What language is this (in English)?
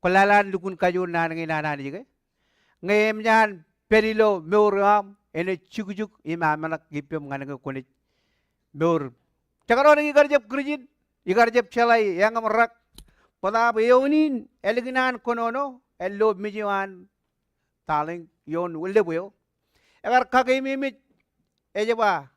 Marshallese